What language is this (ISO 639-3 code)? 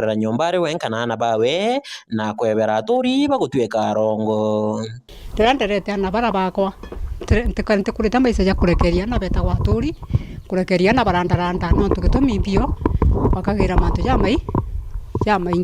mer